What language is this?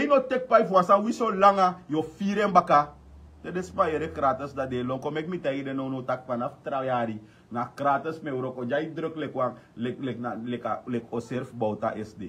Sranan Tongo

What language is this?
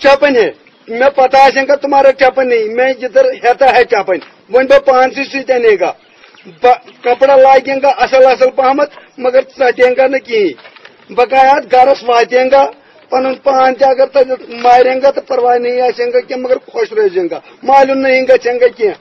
Kashmiri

